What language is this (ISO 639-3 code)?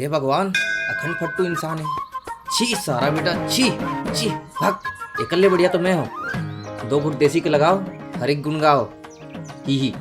hne